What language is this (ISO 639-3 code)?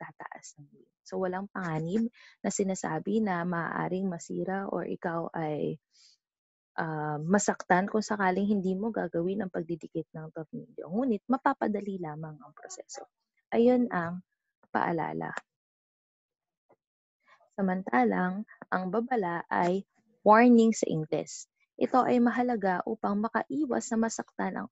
fil